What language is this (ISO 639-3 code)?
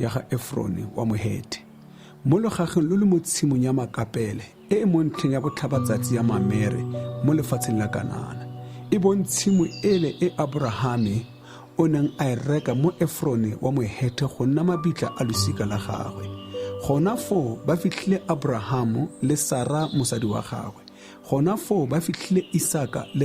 tsn